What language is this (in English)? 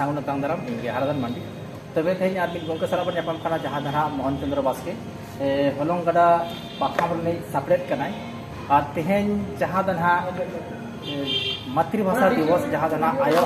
Santali